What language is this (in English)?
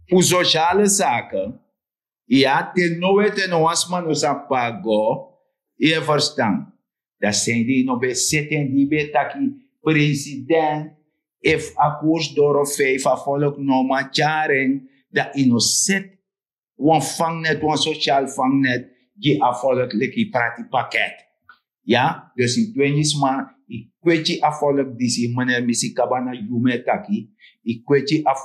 Sranan Tongo